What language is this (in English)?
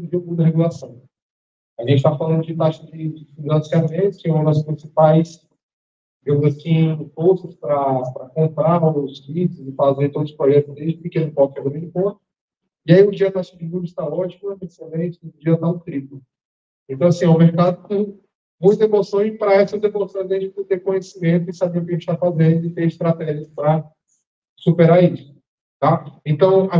Portuguese